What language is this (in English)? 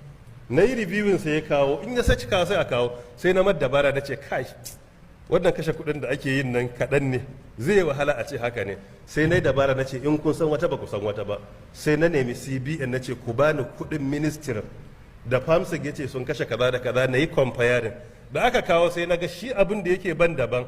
Hausa